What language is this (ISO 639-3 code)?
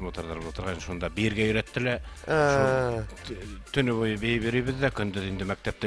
bak